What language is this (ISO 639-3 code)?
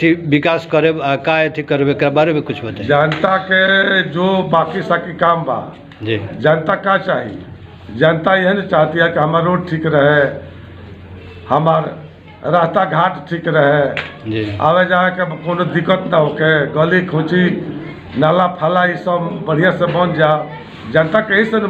bho